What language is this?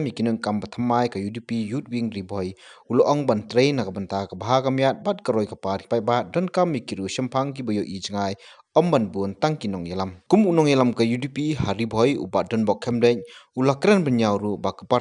Khasi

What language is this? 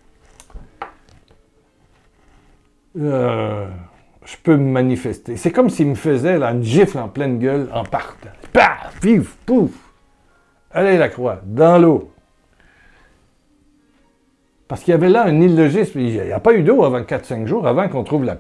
French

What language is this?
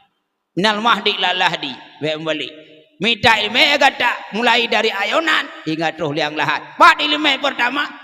Achinese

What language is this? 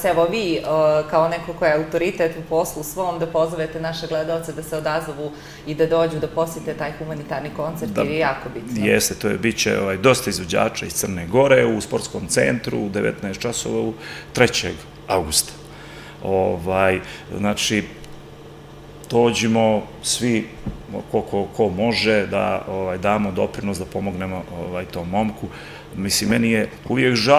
Serbian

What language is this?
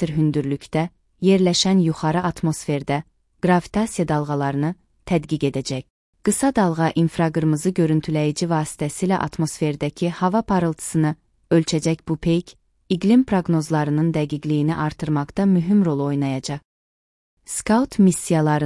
Azerbaijani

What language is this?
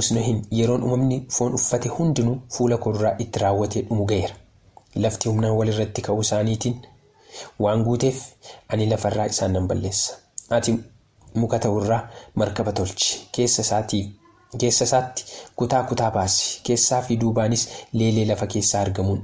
Oromo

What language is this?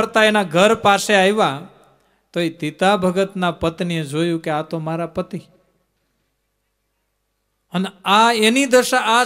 Gujarati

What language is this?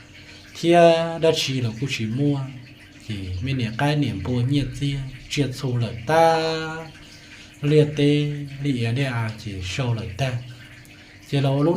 Hmong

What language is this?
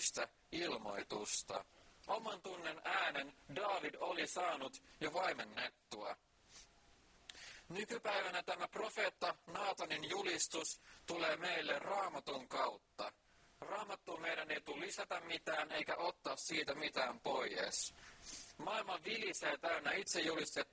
Finnish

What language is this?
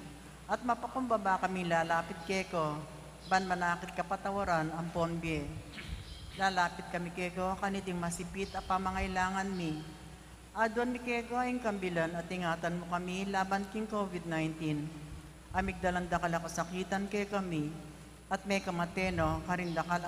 Pampanga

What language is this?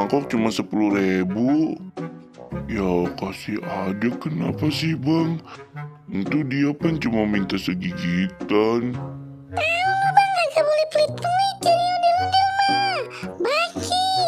Betawi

